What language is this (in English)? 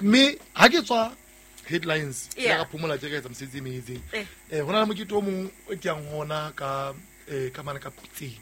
Southern Sotho